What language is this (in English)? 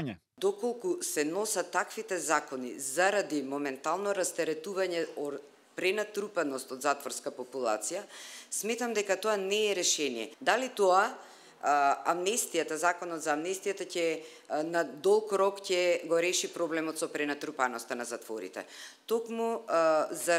Macedonian